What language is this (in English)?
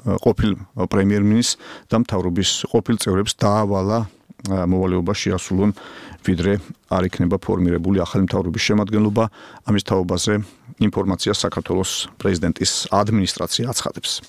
Georgian